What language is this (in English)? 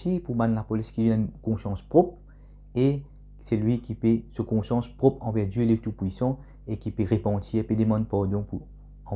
Morisyen